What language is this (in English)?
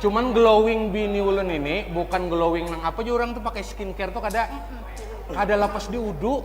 Banjar